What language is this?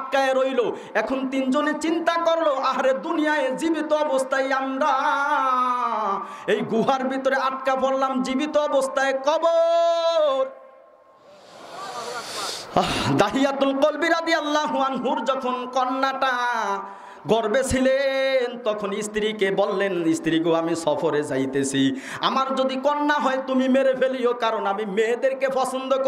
Bangla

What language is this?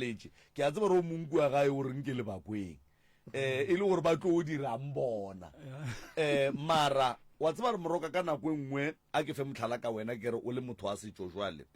Northern Sotho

